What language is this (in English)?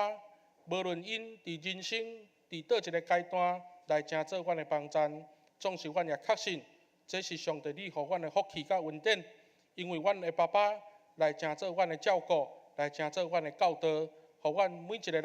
Min Nan Chinese